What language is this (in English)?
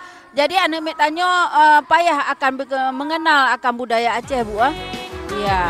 Achinese